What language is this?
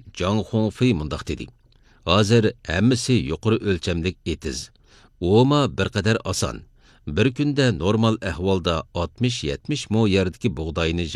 Uyghur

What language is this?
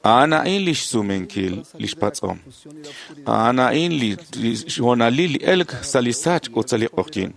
Kekchí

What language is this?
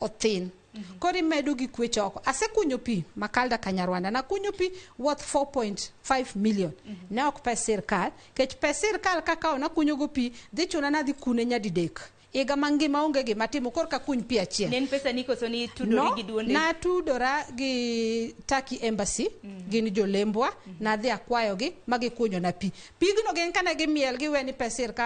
Luo (Kenya and Tanzania)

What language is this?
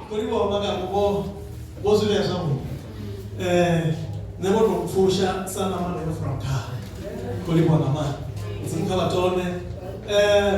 Venda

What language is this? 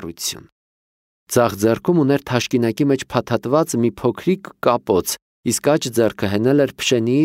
Armenian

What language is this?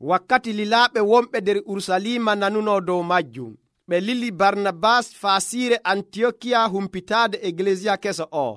Nigerian Fulfulde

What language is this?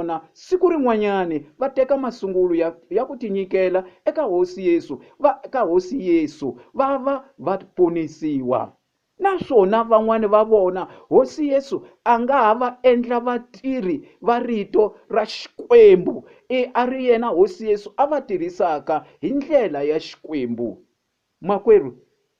Tsonga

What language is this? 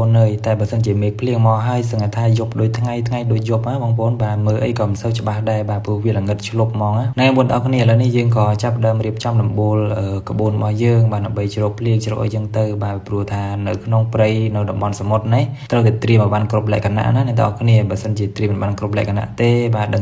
Khmer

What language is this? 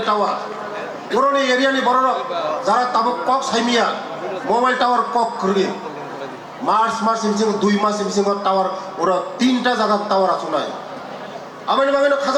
Kok Borok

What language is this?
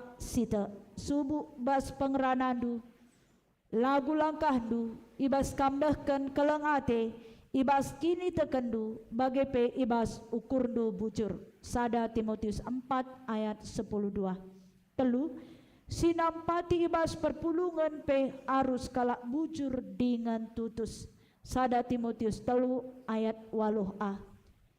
Batak Karo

